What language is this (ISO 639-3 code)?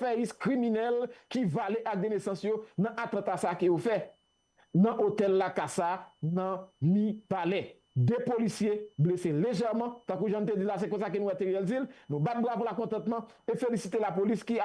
hat